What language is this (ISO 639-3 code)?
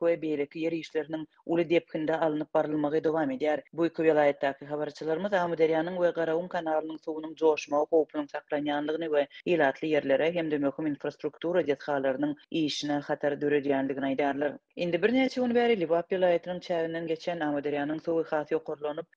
tuk